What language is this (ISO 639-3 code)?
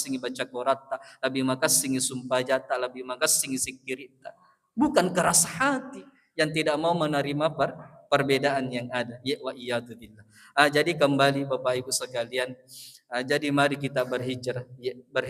bug